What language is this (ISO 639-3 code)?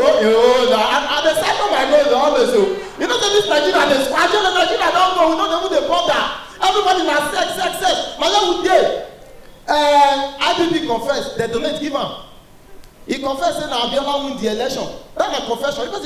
pcm